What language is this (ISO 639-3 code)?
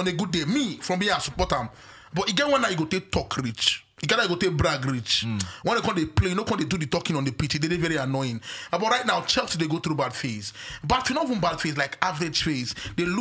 pcm